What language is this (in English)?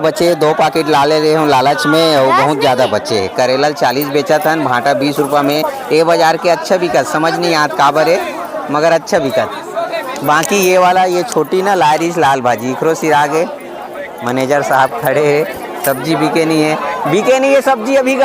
Chhattisgarhi